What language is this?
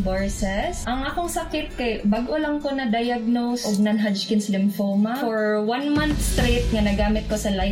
Cebuano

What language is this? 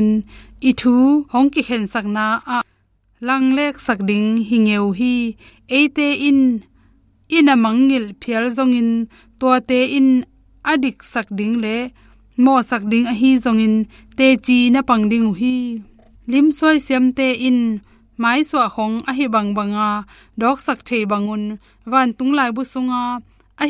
Tedim Chin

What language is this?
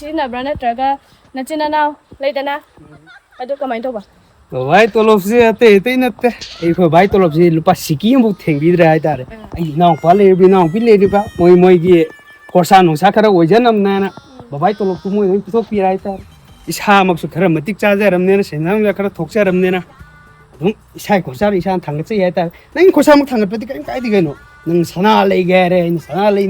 Manipuri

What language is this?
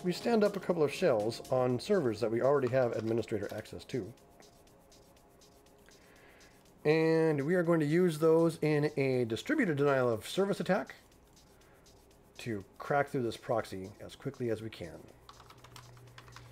English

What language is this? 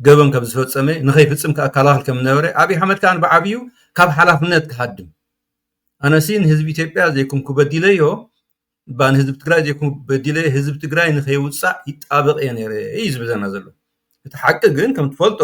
Tigrinya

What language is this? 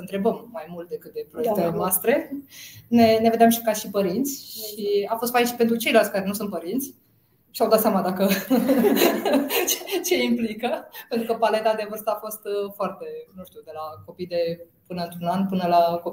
Romanian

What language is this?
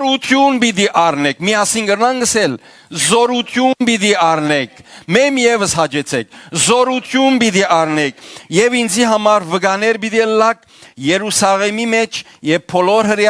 Western Armenian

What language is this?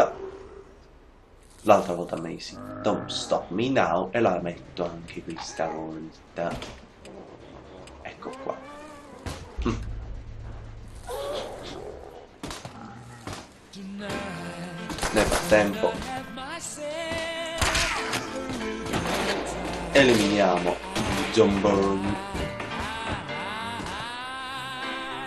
Italian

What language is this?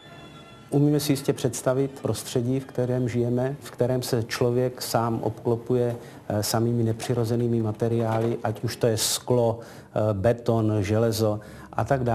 Czech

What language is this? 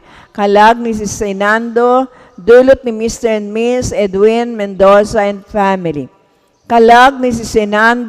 Bikol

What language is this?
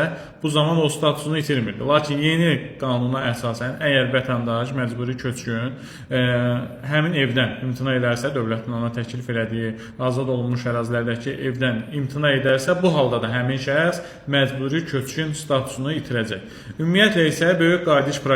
Azerbaijani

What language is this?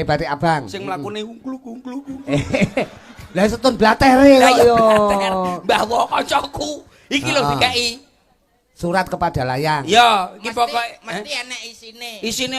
Javanese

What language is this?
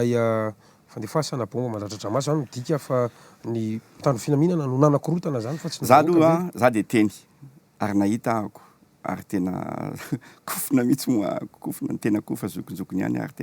Malagasy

